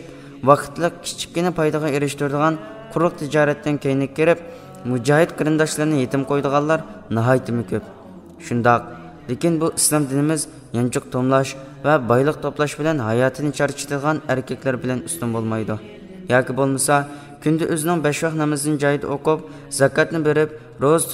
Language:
Uyghur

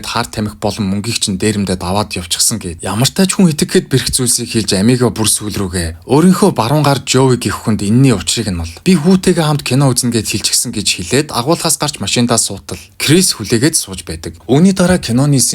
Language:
Mongolian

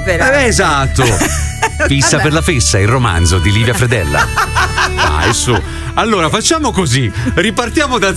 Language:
Italian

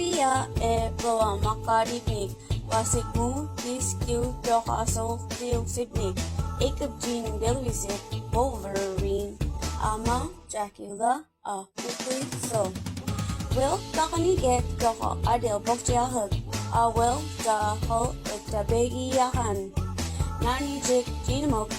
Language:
Mi'kmaw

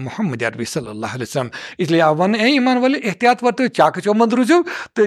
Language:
Kashmiri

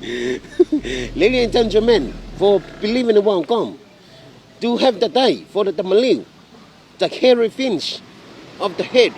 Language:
Samoan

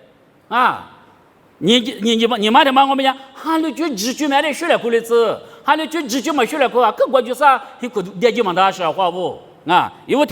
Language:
Lisu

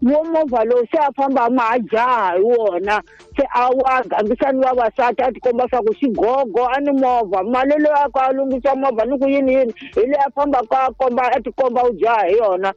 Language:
Tsonga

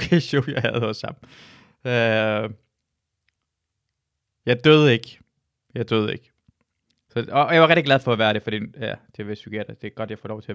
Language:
Danish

